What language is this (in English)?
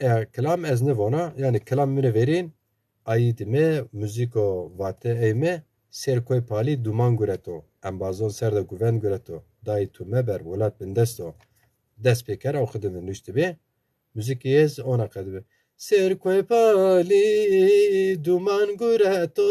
Zaza